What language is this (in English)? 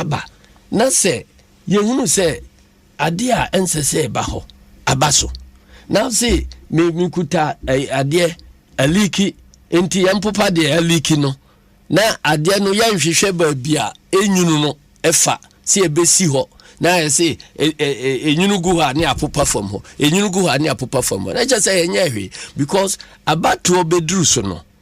Akan